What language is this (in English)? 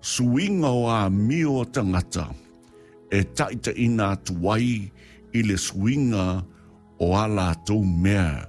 Samoan